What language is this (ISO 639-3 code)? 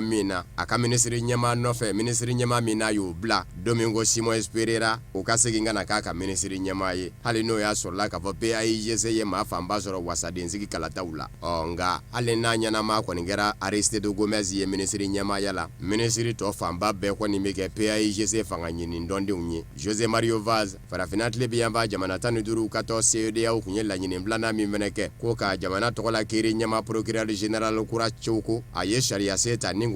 bam